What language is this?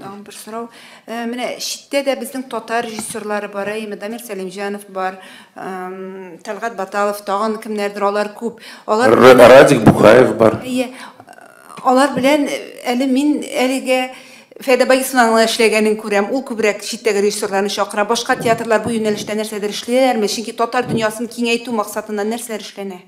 Tatar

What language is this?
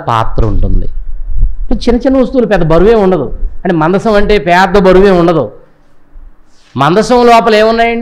Telugu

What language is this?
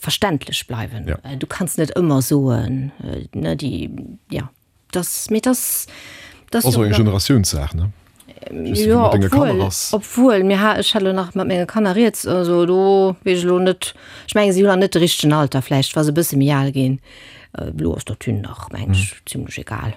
Luxembourgish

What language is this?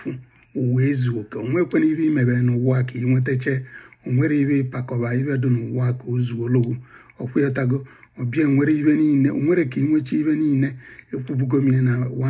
Igbo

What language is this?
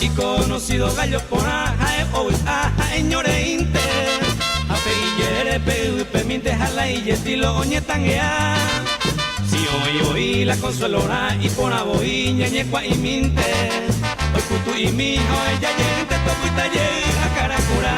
Guarani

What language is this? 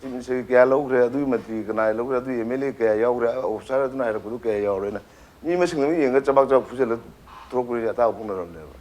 Manipuri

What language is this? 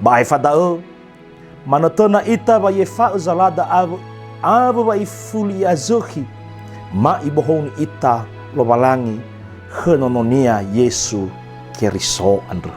Nias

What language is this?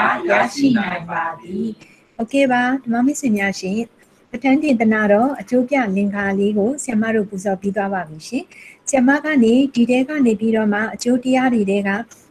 Burmese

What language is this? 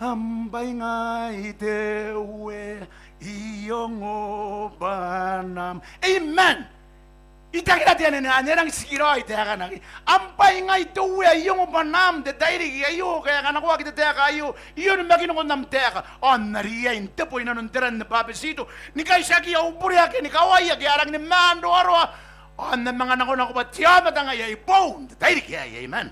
Gilbertese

